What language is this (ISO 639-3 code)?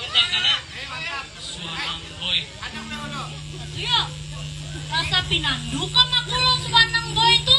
bjn